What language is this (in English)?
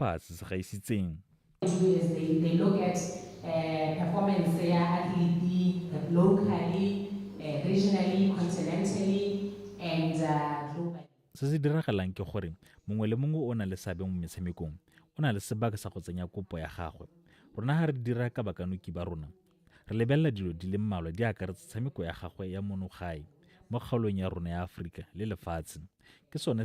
Tswana